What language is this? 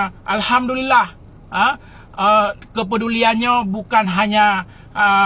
Achinese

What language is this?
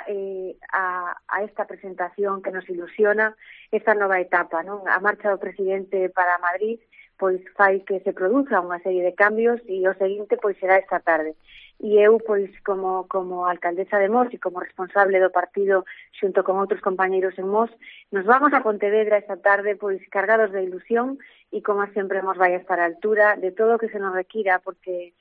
Galician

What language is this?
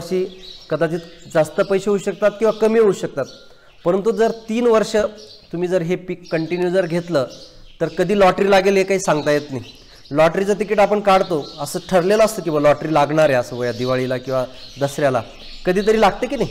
Marathi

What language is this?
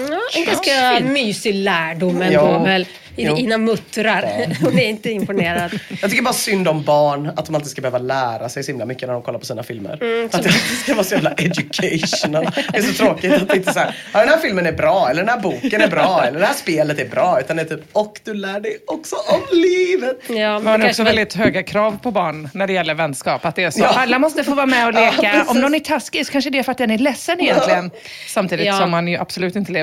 Swedish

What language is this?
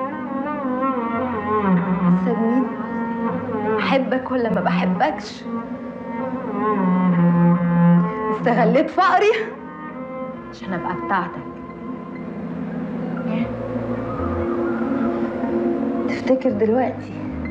Egyptian Arabic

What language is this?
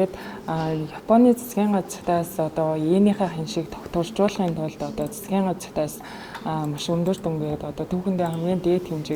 Mongolian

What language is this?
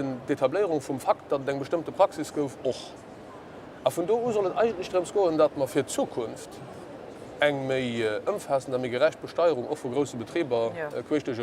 Luxembourgish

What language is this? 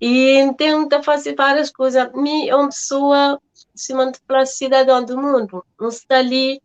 Kabuverdianu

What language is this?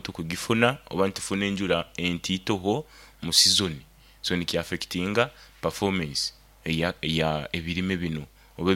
Nyoro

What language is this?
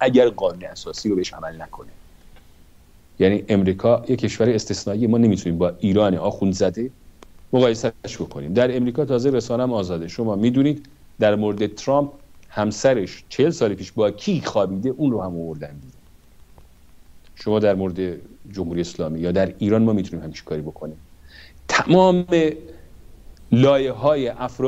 Persian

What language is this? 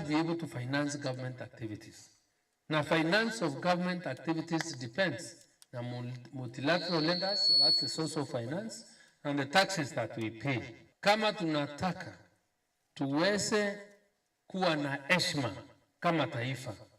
Meru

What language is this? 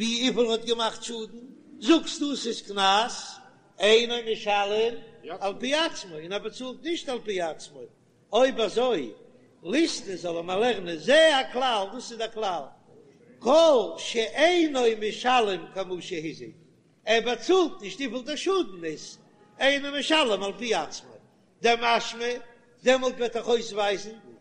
Yiddish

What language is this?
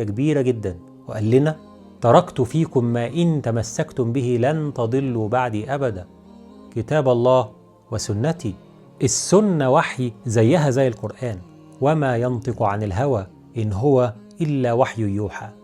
Egyptian Arabic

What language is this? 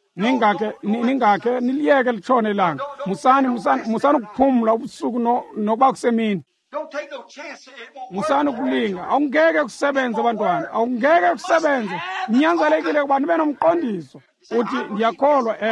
Xhosa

